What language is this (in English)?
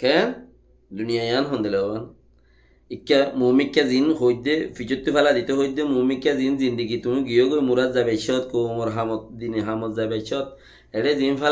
Rohingya